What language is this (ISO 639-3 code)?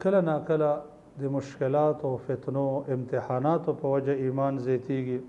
pus